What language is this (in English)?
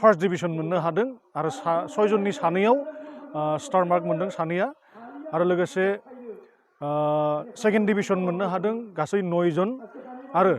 Bodo